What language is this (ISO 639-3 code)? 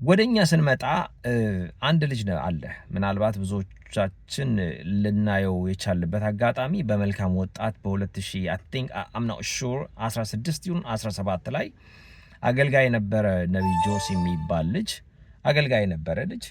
amh